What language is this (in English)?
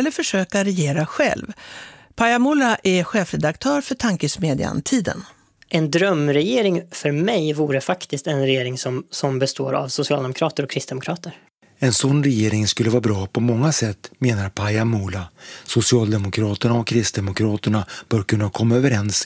Swedish